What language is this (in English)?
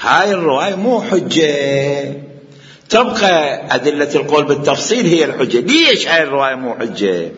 Mesopotamian Arabic